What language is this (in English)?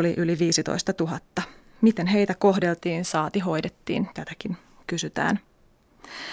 Finnish